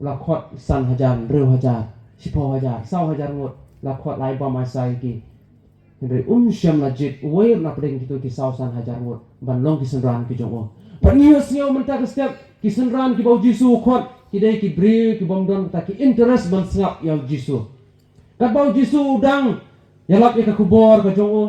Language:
Khasi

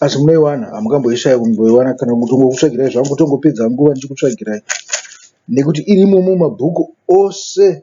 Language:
Shona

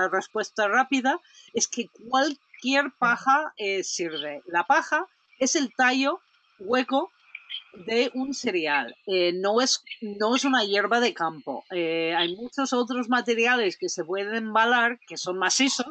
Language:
Spanish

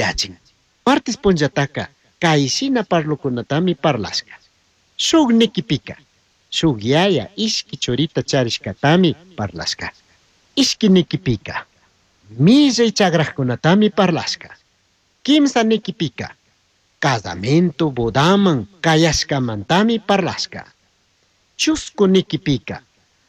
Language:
Chimborazo Highland Quichua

